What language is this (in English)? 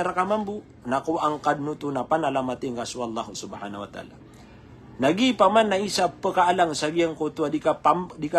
Maranao